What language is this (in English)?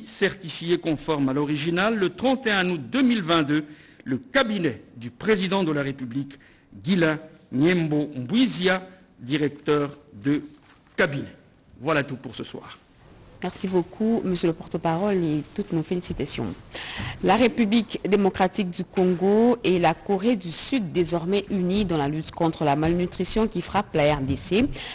French